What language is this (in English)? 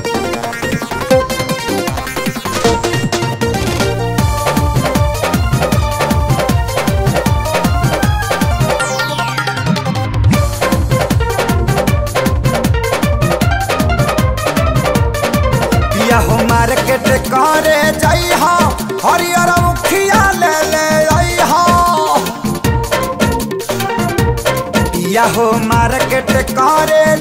Bhojpuri